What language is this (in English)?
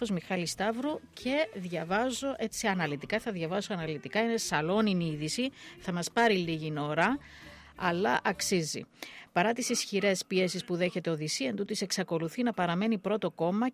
Greek